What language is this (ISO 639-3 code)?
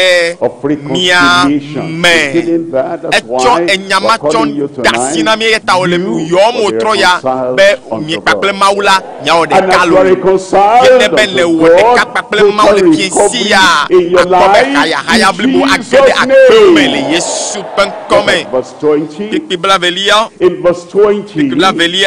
ewe